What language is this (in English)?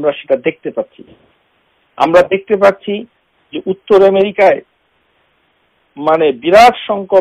Bangla